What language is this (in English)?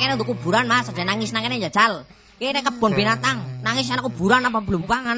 Javanese